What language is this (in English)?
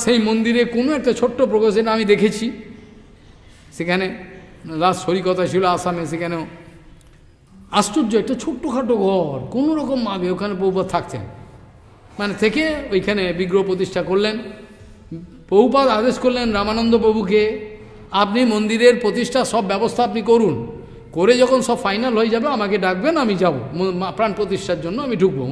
Bangla